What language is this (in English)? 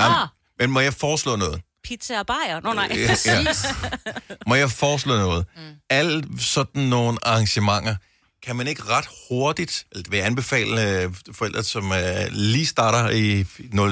Danish